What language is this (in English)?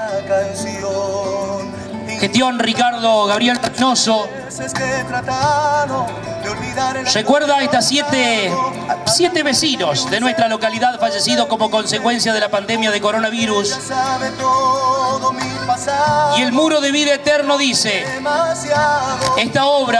Spanish